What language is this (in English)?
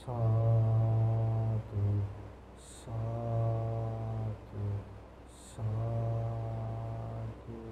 Sinhala